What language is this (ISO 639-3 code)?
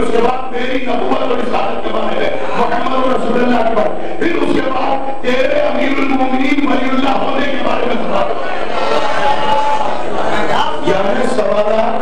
urd